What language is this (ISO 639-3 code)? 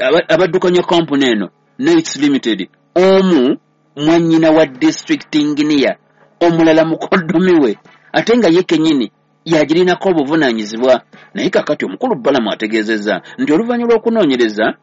lug